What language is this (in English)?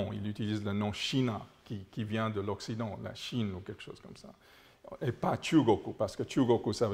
French